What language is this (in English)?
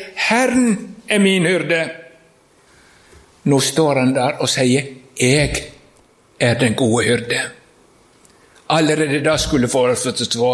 Norwegian